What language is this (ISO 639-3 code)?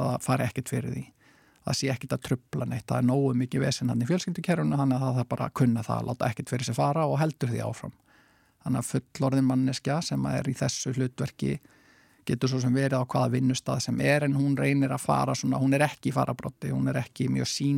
isl